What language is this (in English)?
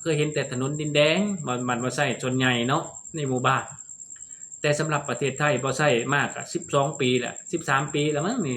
Lao